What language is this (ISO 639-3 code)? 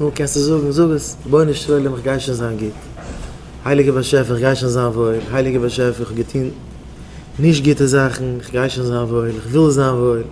yid